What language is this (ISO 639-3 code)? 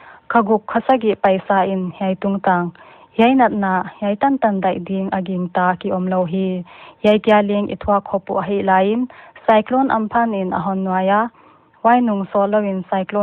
pck